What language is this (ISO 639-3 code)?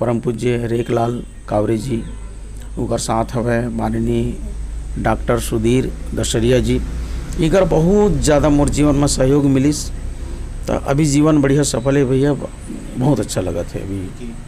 hne